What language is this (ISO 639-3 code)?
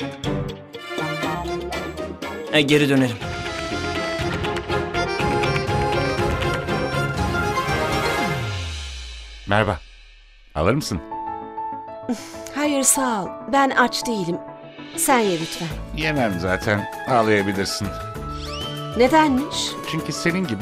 tur